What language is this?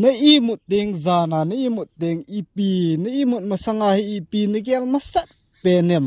Thado Chin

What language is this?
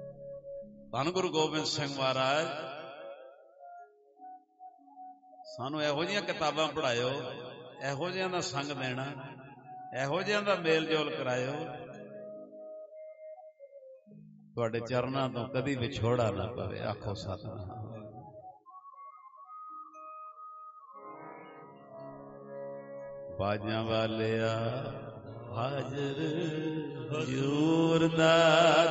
Punjabi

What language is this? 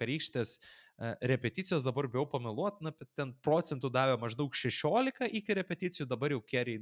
Lithuanian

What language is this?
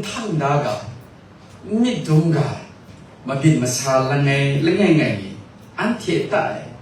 Kachin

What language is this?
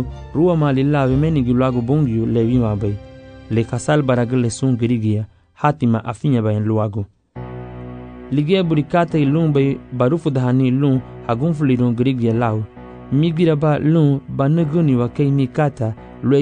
Garifuna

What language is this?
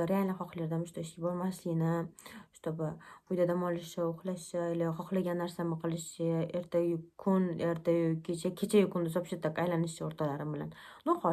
Uzbek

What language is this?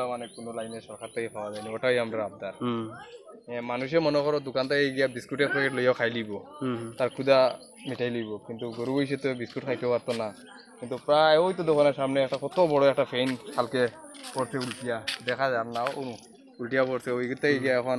Sylheti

